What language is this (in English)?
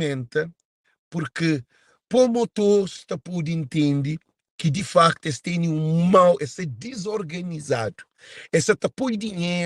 Kabuverdianu